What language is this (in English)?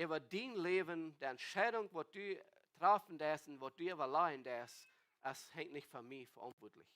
Plautdietsch